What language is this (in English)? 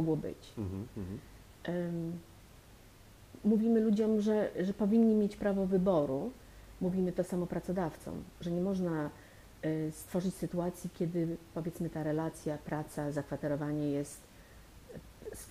Polish